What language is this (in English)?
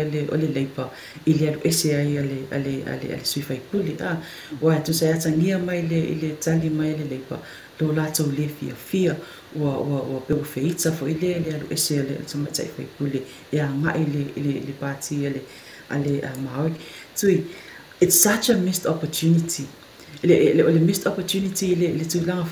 Samoan